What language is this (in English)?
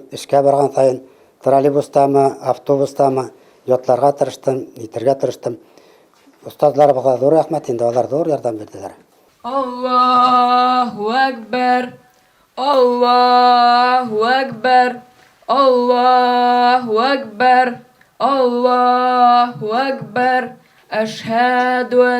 Bashkir